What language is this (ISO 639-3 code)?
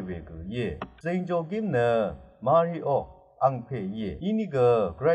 raw